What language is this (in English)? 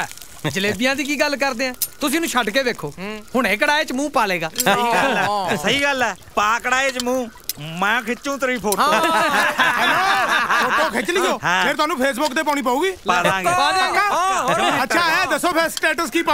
Punjabi